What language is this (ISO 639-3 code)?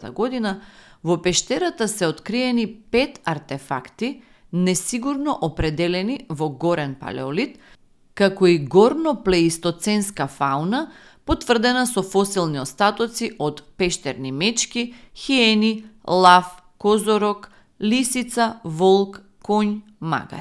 mkd